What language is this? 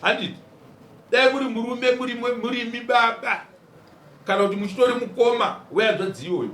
Shona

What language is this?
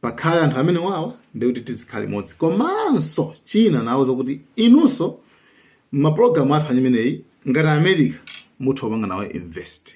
Nyanja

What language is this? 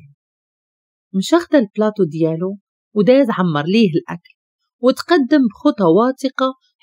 Moroccan Arabic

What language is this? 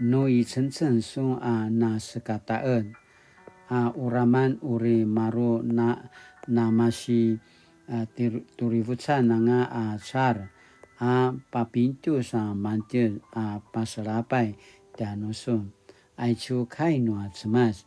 Paiwan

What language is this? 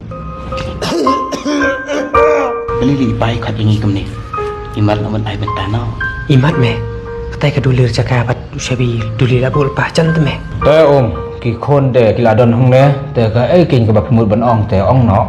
Khasi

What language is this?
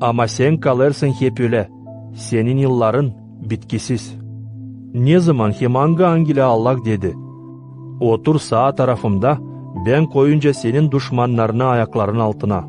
Gagauz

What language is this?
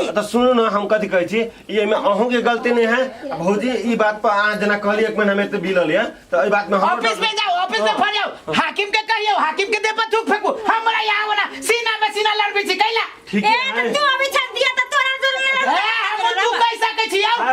Maithili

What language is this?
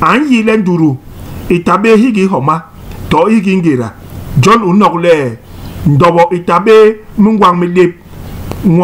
Basaa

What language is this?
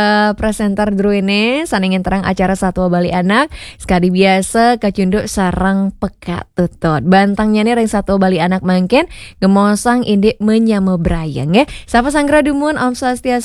Balinese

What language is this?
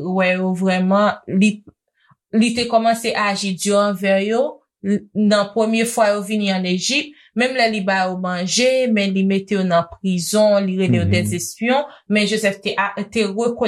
Haitian Creole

